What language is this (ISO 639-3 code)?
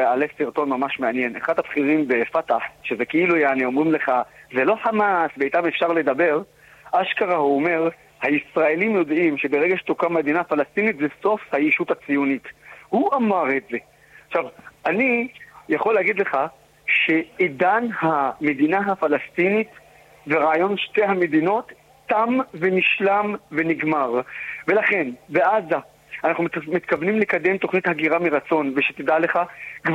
heb